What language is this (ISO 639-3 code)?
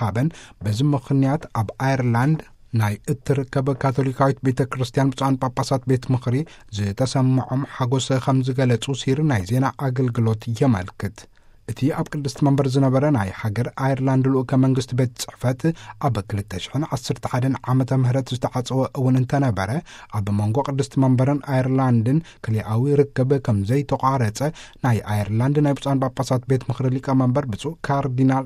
tir